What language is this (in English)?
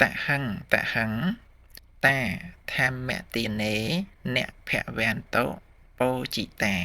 Khmer